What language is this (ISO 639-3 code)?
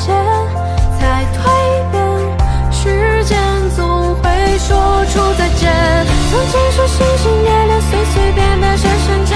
zho